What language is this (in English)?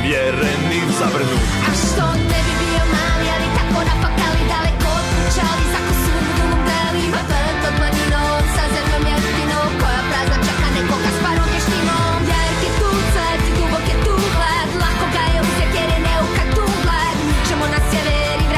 Bosnian